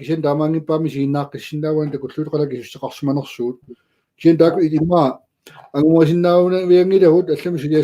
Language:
Kalaallisut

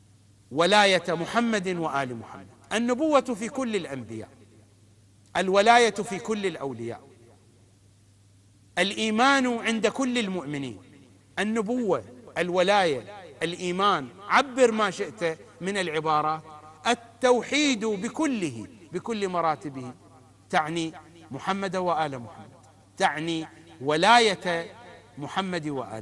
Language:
Arabic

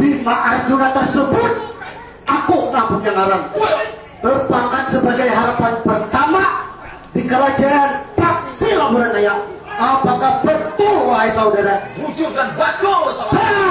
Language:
Banjar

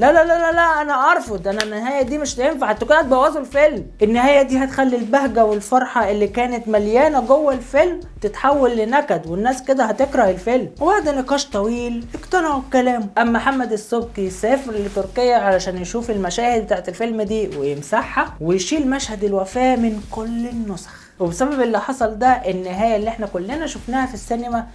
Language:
Egyptian Arabic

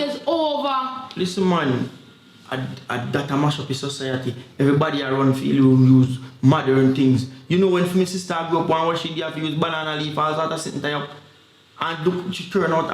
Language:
Jamaican Creole English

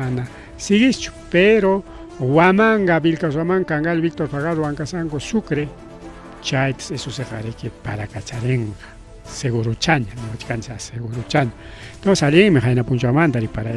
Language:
Ayacucho Quechua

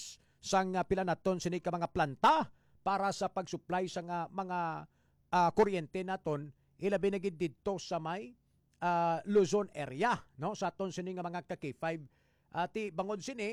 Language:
Hiligaynon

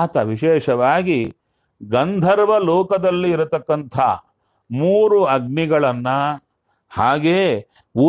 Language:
Kannada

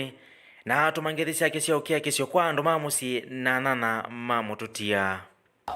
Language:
Kamba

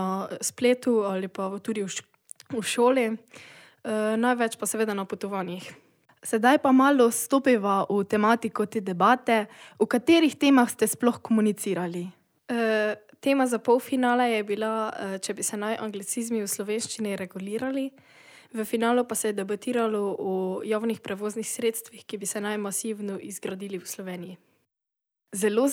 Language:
Slovenian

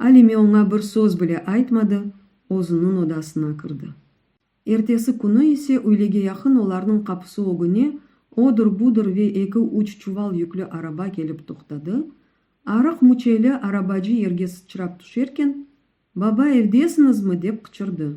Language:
Crimean Tatar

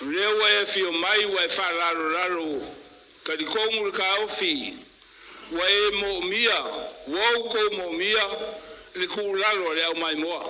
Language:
Samoan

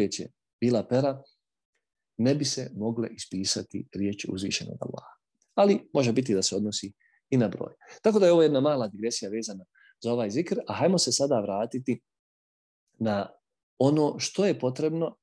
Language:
Bosnian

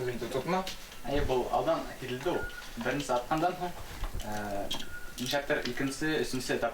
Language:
Bashkir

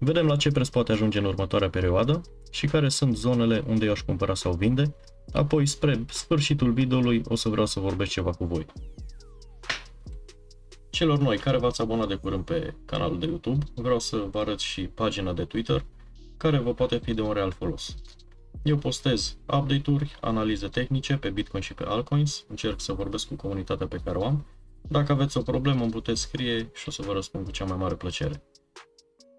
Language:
Romanian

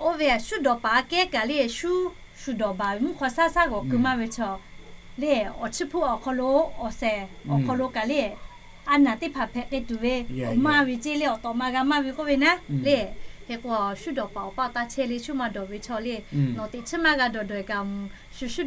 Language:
Lahu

